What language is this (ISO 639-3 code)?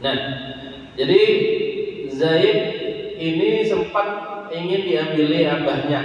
bjn